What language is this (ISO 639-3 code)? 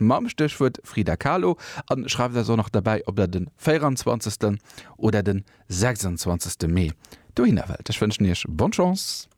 ltz